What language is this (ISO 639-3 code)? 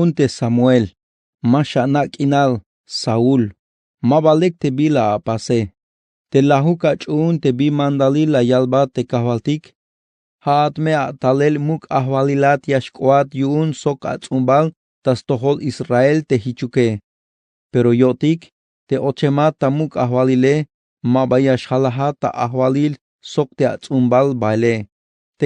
tzh